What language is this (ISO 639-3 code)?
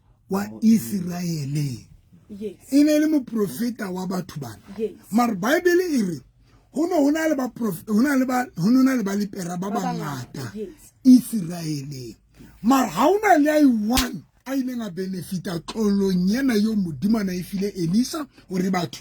sot